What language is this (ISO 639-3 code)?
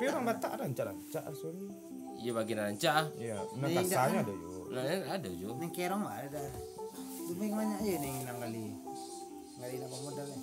min